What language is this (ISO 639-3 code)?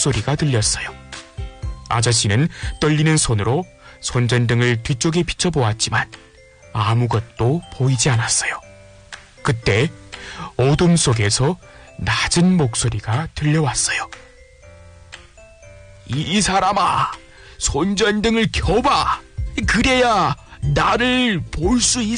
kor